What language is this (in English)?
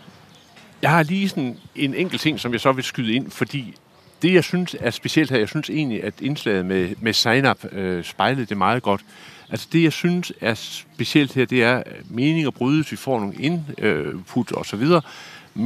Danish